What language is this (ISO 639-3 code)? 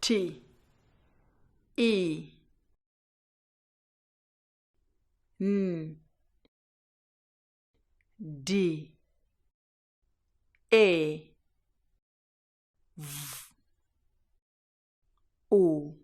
nya